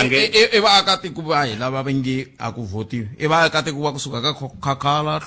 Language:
Tsonga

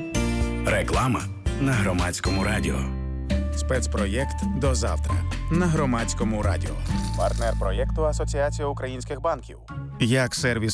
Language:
Ukrainian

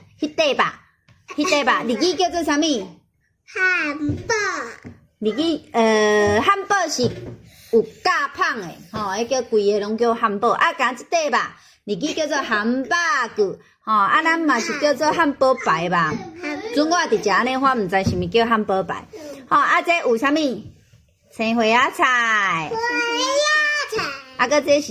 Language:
Min Nan Chinese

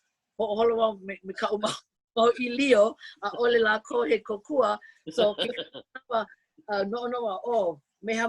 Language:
Hawaiian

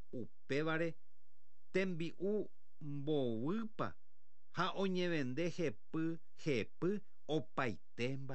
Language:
Guarani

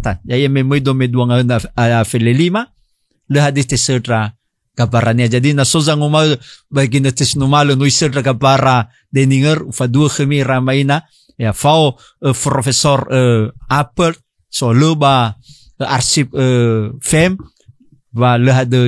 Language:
Nias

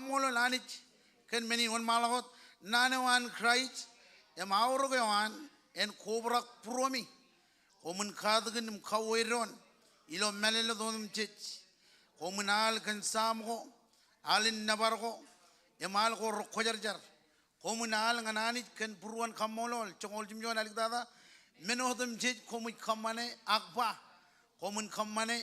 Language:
Marshallese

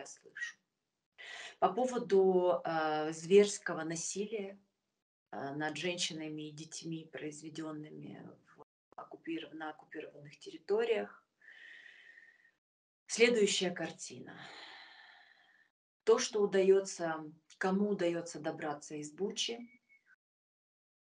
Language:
Russian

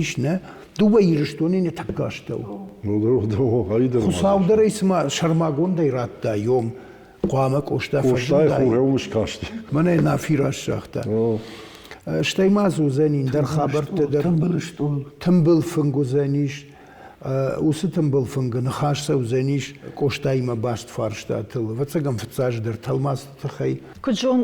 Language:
Ossetic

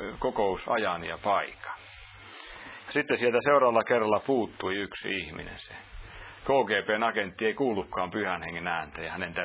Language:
Finnish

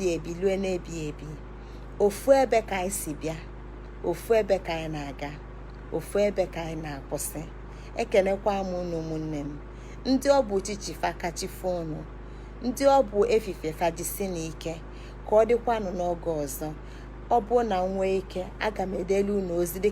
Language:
Igbo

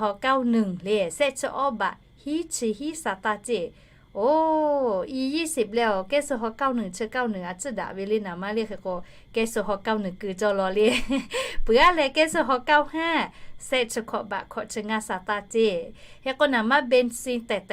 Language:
Lahu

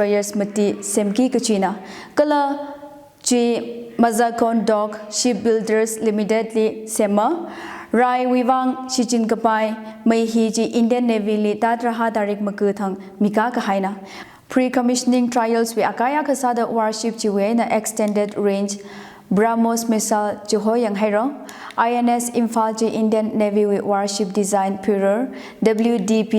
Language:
Tangkhul Naga (India)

